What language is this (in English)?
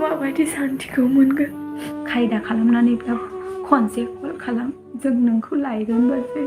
Bodo